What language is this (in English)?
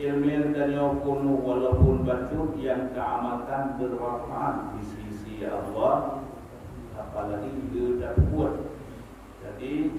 Achinese